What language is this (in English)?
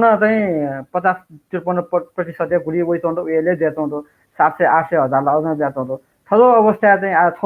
Newari